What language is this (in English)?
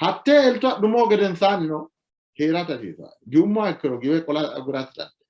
Sidamo